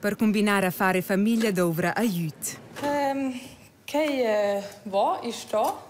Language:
Romansh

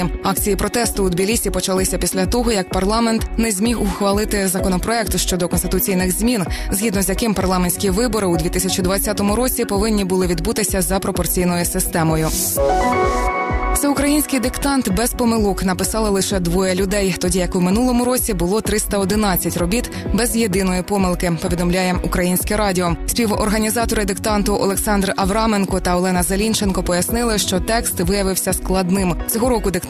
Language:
Ukrainian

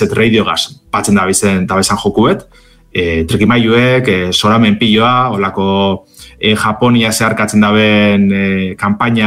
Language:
Basque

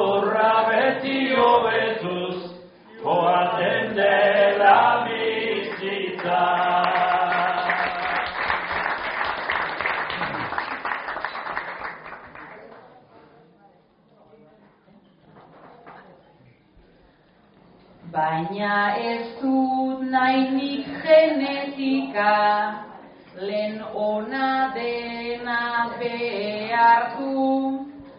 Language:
Basque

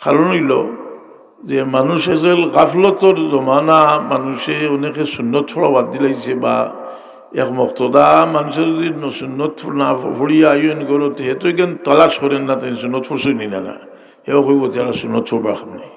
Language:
Sylheti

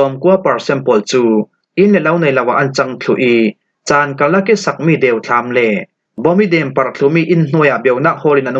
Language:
Falam Chin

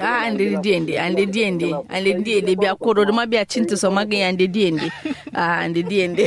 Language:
Kanuri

